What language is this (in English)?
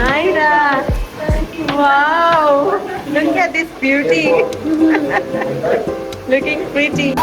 Konkani